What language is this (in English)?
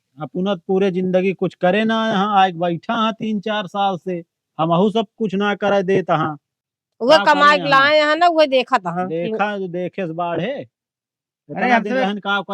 Awadhi